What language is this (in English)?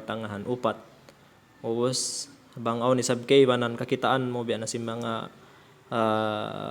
Tausug